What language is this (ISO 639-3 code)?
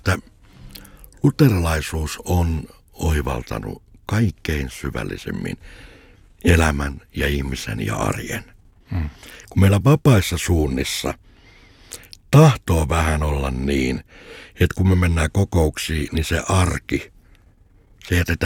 fin